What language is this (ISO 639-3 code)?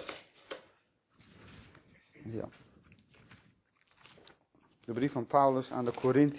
nld